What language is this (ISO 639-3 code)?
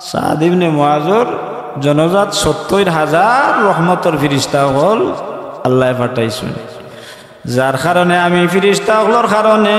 syl